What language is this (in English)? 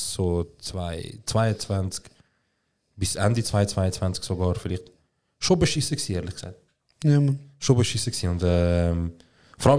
Swiss German